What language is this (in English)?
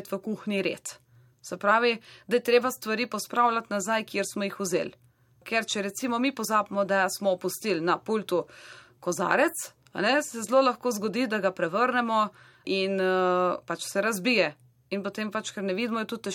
Slovenian